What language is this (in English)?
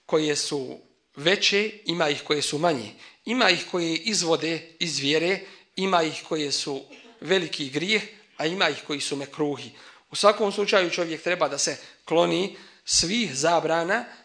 Bosnian